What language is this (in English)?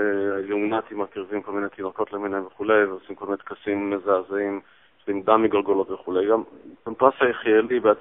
Hebrew